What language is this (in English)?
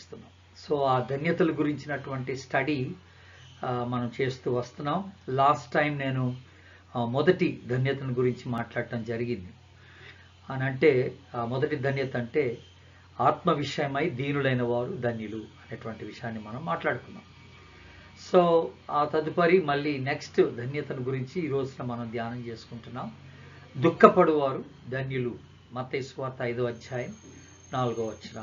Telugu